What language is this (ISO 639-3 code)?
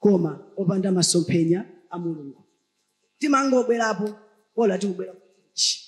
nya